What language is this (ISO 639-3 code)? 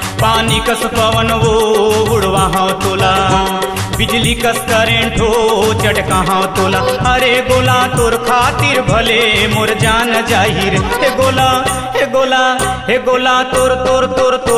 hne